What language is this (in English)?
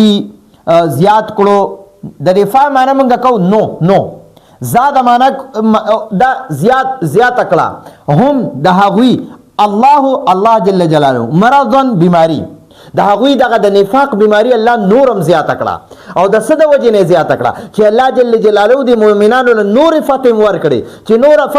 Pashto